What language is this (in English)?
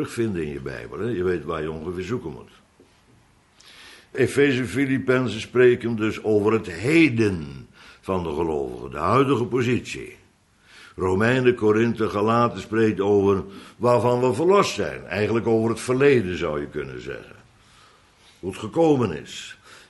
Dutch